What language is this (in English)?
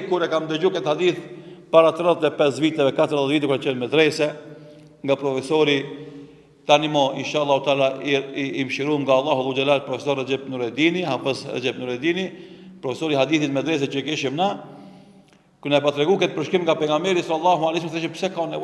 Albanian